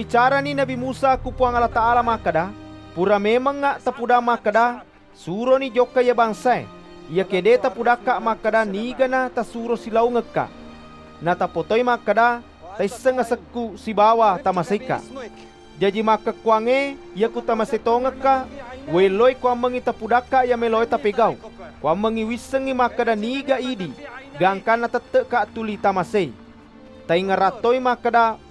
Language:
Buginese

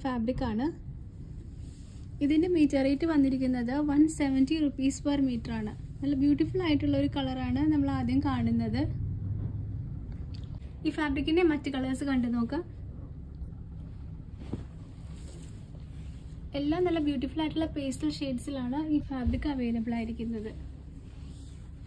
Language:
Malayalam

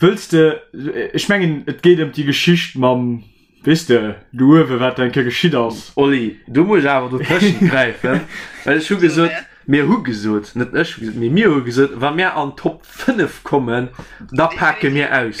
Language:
Luxembourgish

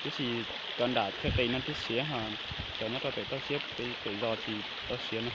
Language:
Hmong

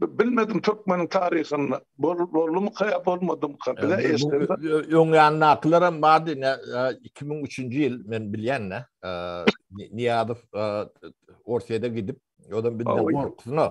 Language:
Turkmen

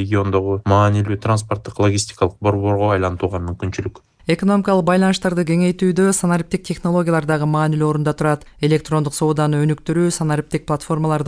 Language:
Kyrgyz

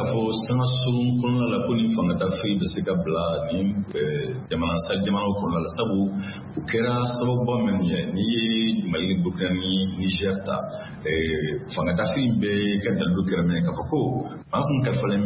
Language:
Bambara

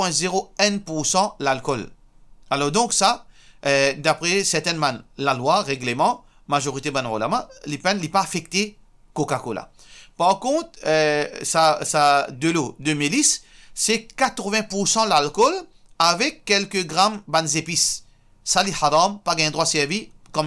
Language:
Morisyen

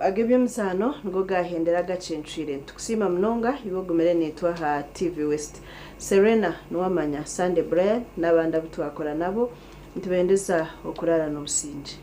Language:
Nyankole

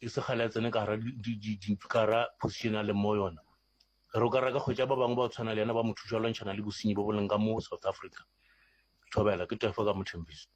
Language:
Northern Sotho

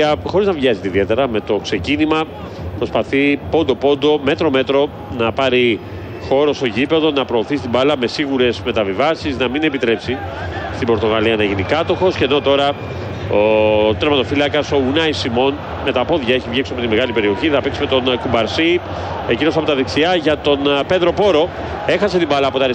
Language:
Greek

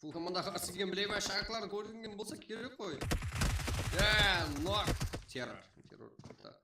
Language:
Kara-Kalpak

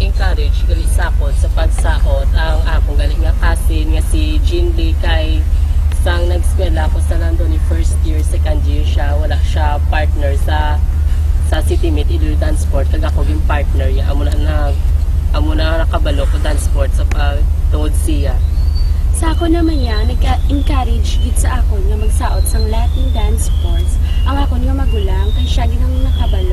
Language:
Hiligaynon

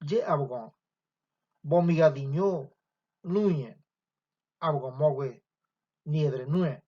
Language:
Ngäbere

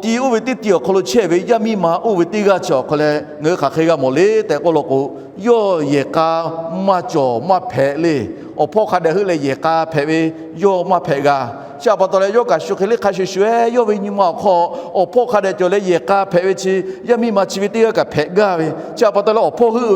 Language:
Lahu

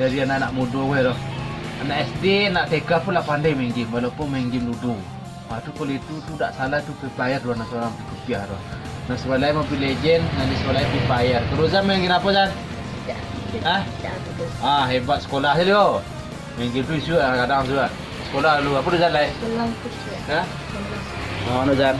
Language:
Minangkabau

